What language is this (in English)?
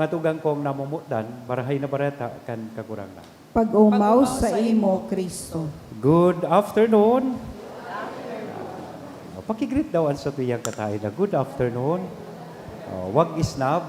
Bikol